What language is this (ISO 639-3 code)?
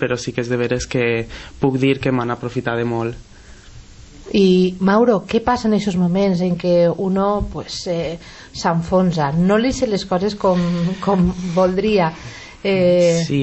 cat